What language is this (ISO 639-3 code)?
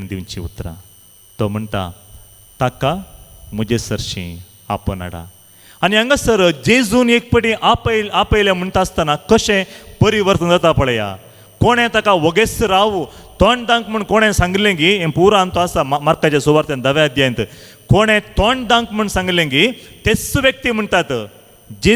kok